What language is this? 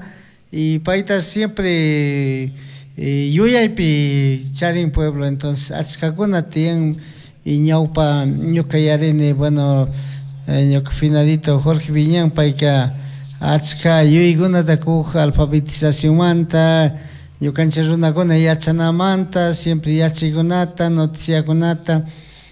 Chimborazo Highland Quichua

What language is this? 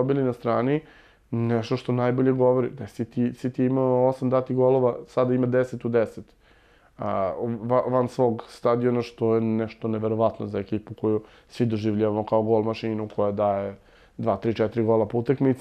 Serbian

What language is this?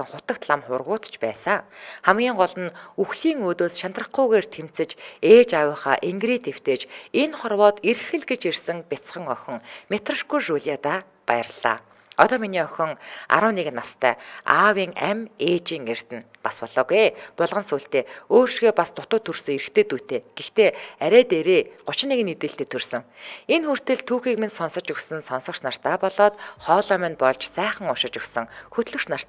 Mongolian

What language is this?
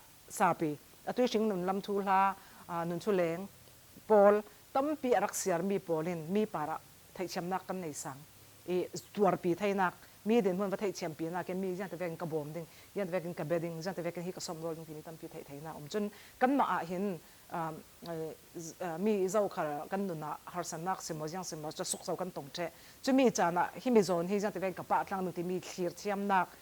Falam Chin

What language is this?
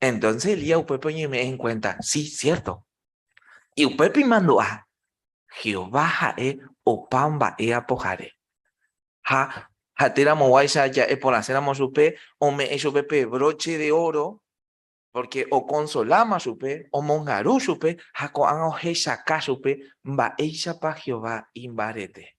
Guarani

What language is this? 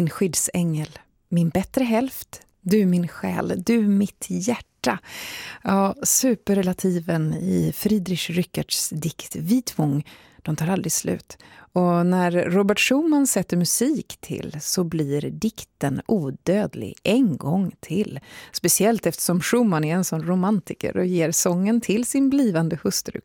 Swedish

